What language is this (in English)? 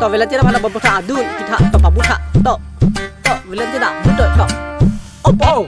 Karbi